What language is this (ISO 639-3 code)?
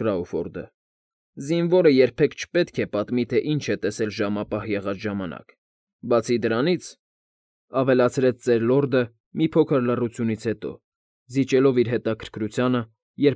hye